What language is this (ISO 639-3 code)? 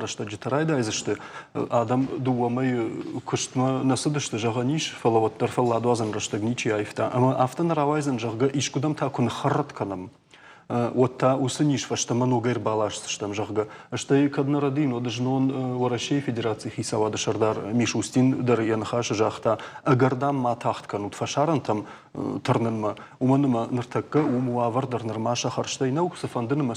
oss